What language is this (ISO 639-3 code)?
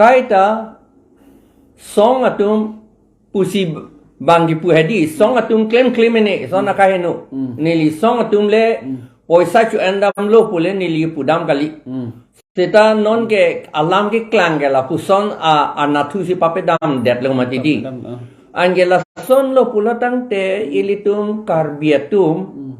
mjw